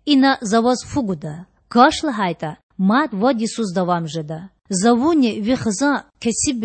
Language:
Lezghian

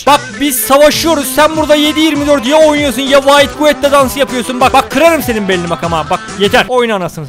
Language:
Turkish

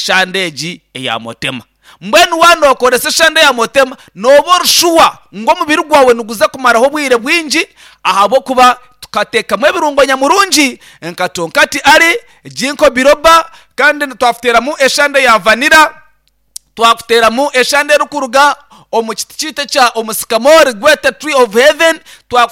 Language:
Nyankole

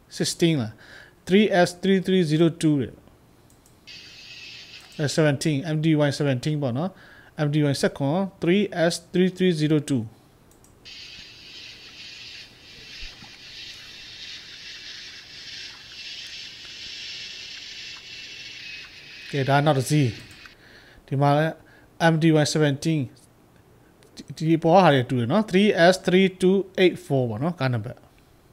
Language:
Burmese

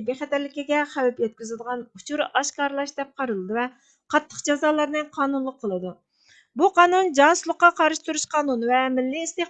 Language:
Uyghur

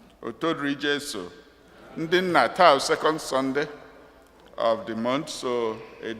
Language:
Igbo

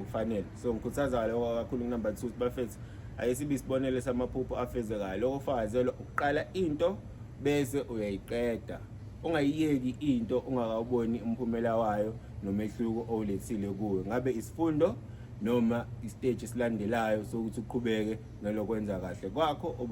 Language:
Zulu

